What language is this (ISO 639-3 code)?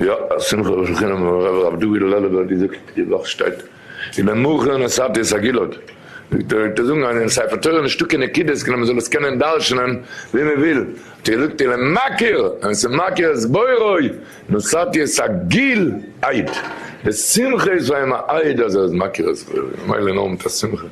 yid